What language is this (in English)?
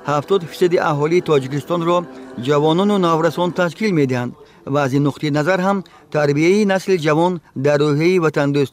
Tajik